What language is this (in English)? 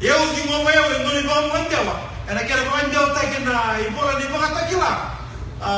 Fijian